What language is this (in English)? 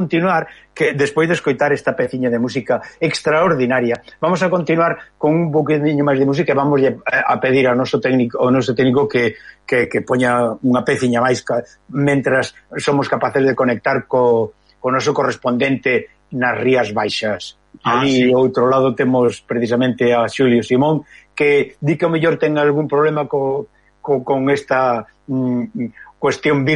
Galician